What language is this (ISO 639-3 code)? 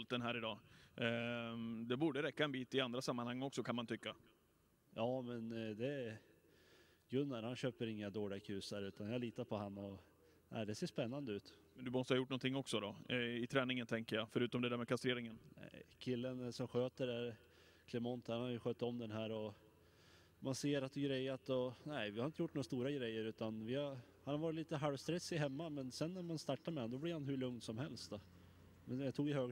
swe